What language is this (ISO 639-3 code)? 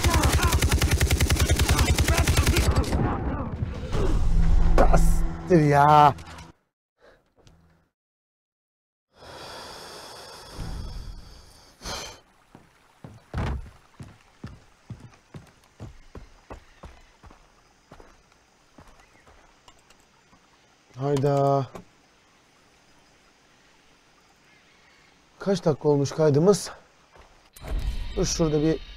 tur